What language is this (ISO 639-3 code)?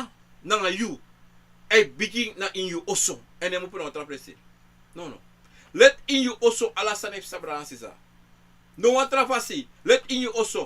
srn